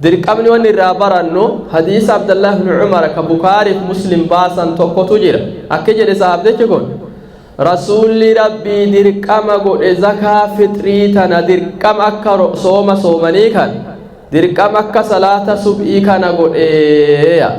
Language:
Oromo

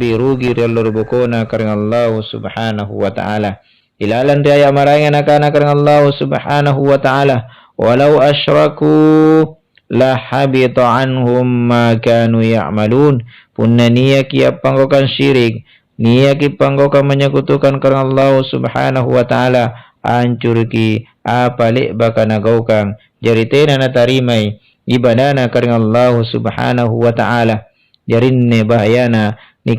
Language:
Makasar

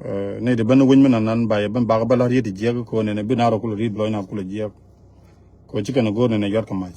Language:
Nuer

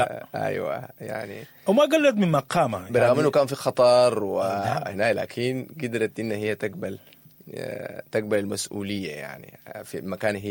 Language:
Sudanese Arabic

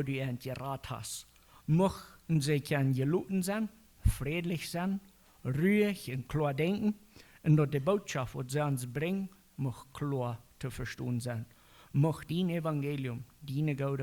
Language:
Plautdietsch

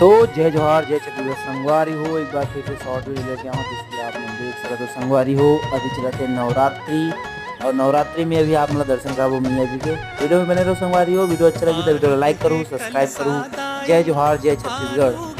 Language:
Chhattisgarhi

